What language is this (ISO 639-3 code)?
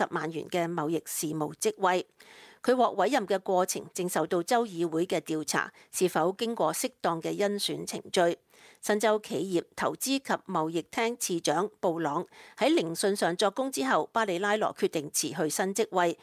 yue